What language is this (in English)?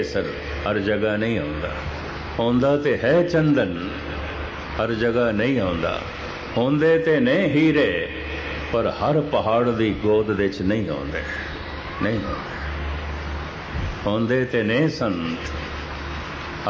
Punjabi